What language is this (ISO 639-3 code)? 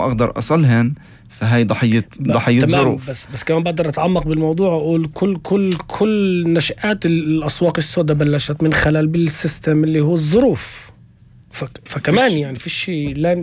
apc